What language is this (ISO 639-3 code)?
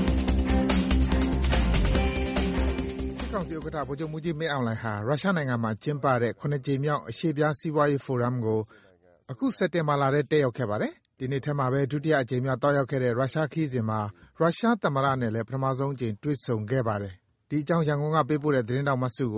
mya